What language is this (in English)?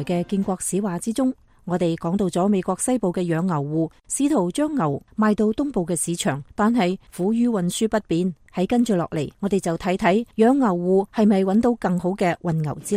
Cantonese